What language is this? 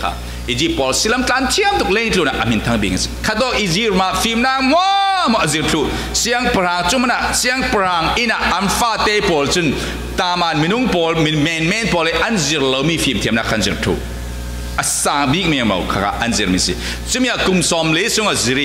Falam Chin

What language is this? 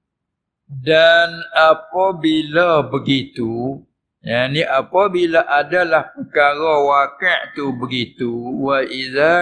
Malay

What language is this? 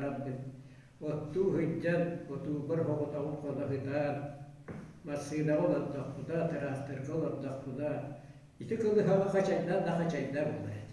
Yakut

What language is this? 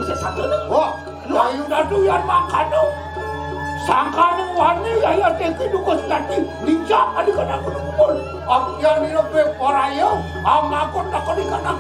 Balinese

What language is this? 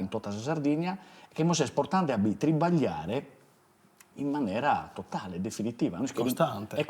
Sardinian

